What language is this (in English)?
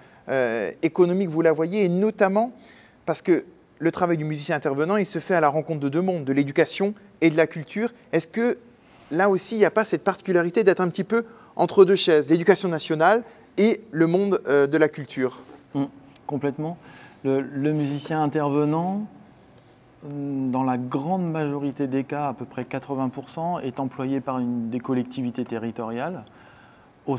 French